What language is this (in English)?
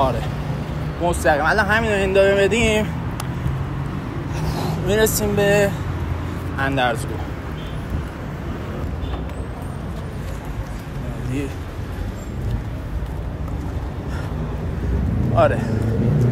Persian